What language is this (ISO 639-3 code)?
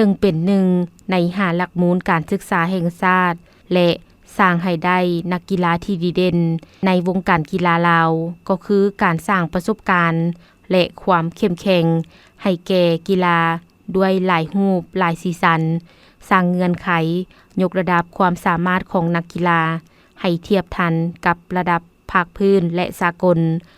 lao